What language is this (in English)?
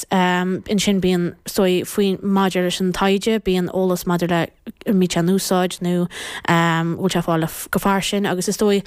Irish